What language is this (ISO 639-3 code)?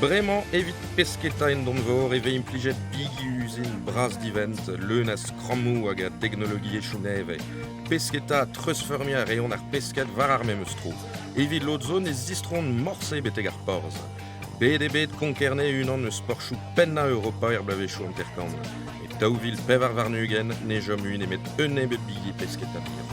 bre